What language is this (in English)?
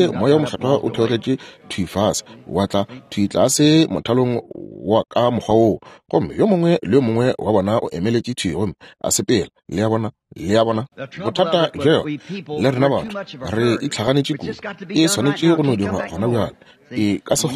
Northern Sotho